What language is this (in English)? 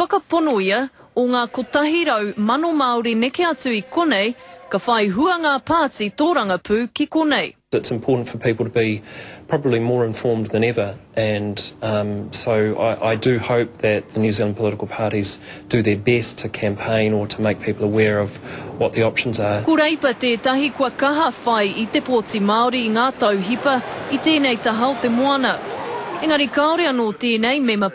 Māori